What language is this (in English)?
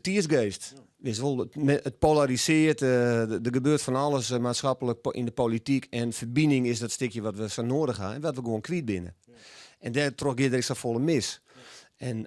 Western Frisian